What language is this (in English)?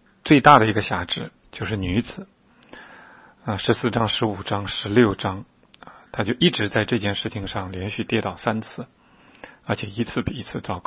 Chinese